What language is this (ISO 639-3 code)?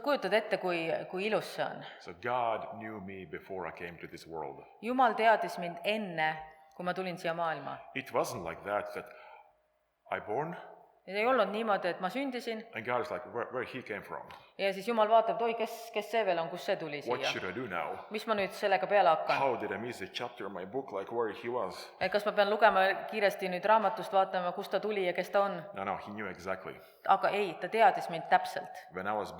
est